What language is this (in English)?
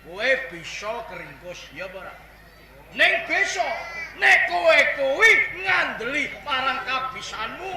Javanese